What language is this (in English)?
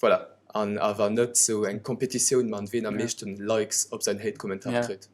Luxembourgish